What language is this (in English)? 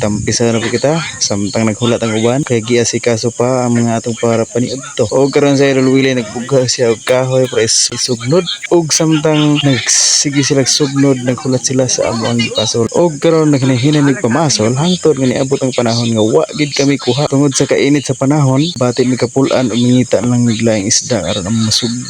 Cebuano